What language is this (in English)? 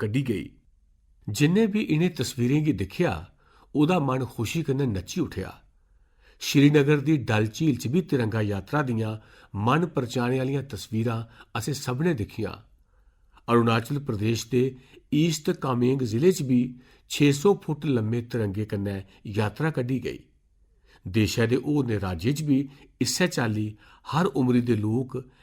Dogri